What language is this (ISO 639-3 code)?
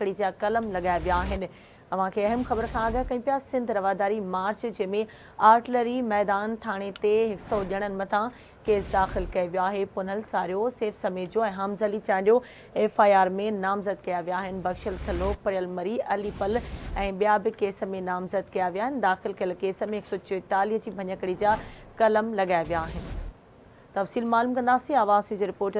snd